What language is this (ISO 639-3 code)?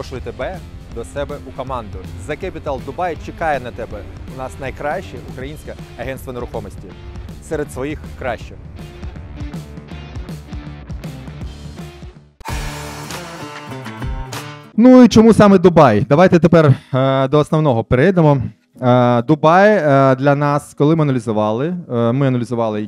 ukr